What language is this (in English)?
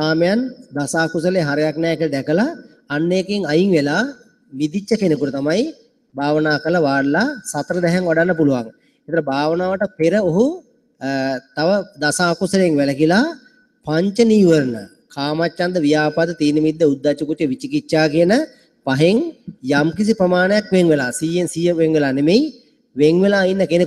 Sinhala